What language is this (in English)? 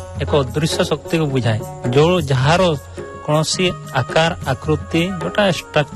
Odia